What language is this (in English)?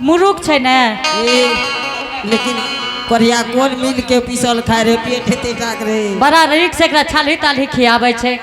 Angika